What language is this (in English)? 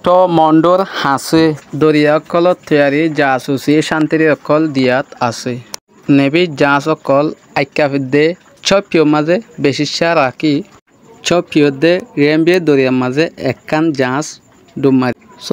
Rohingya